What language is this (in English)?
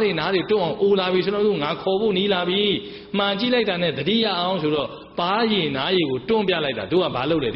Burmese